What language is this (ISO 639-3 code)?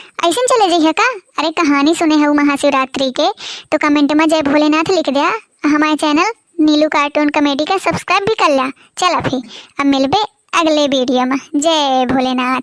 awa